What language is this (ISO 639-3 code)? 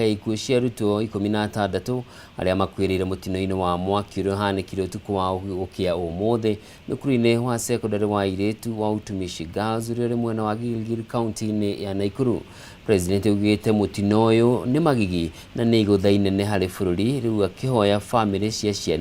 kik